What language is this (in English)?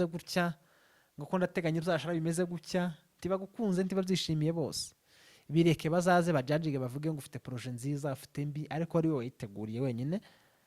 Rundi